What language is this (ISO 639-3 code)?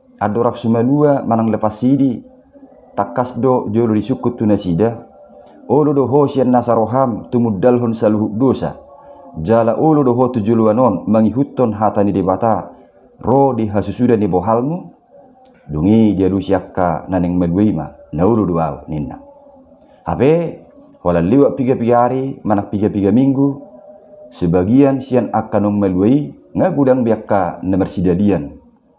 bbc